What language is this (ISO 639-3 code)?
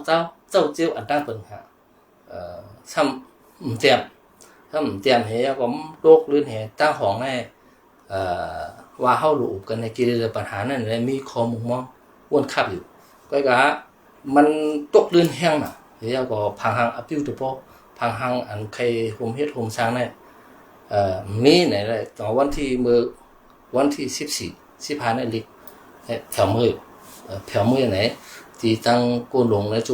shn